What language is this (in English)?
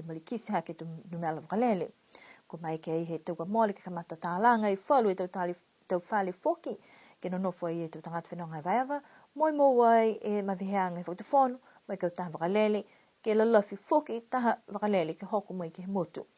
Niuean